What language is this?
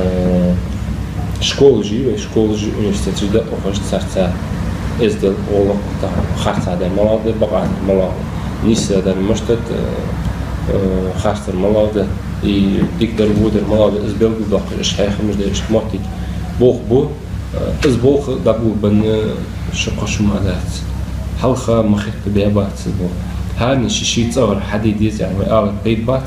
Ingush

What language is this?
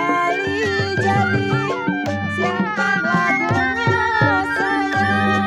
Betawi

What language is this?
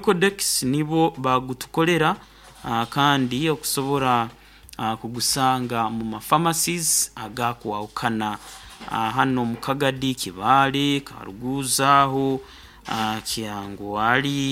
Nyoro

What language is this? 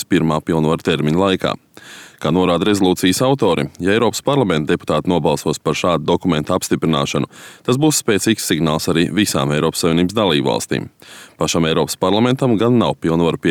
Latvian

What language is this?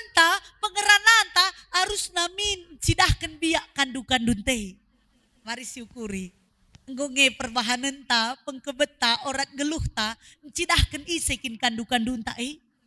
Batak Karo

